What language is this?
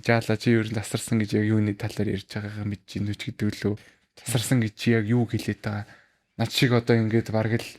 Mongolian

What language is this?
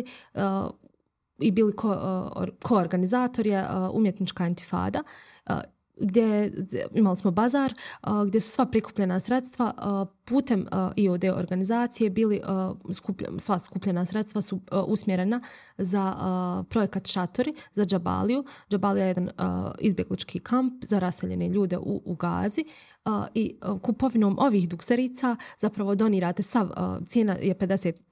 Bosnian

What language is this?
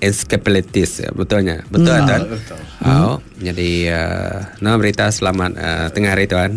Iban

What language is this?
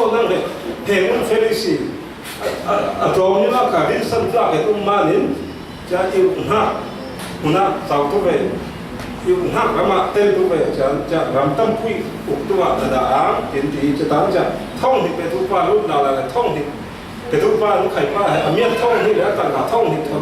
Falam Chin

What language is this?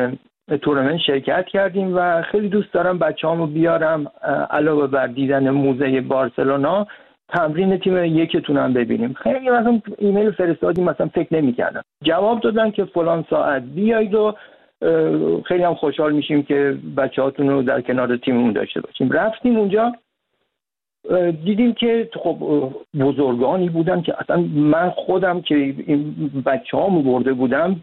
Persian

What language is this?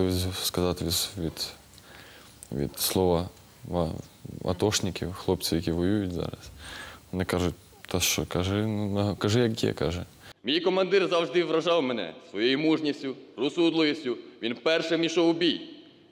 Ukrainian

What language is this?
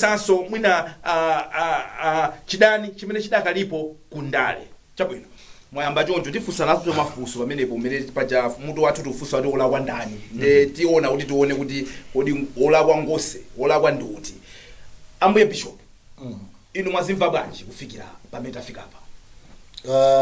Nyanja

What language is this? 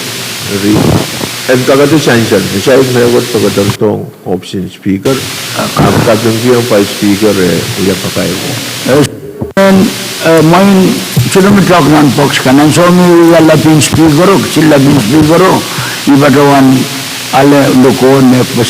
Pohnpeian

